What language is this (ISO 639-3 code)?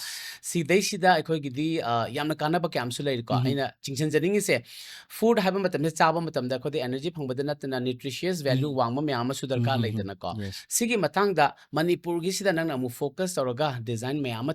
mni